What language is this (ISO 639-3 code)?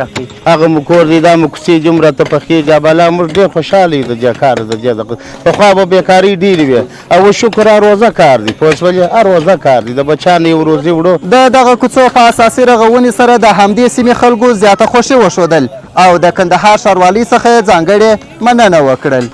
pus